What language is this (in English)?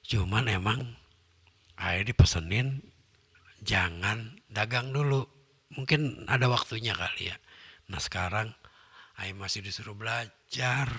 Betawi